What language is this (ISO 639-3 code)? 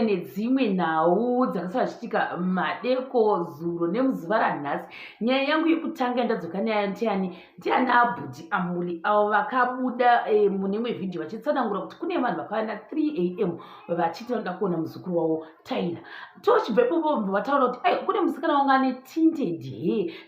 sna